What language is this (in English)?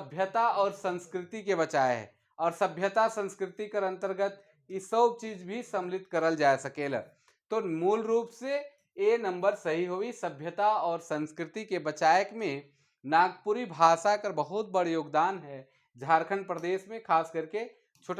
Sadri